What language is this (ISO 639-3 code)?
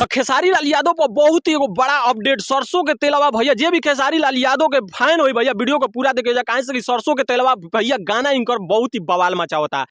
bho